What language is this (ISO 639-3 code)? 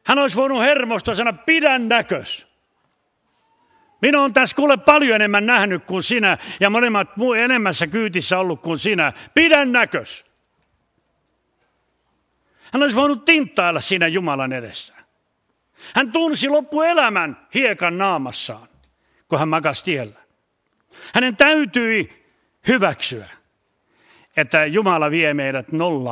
fin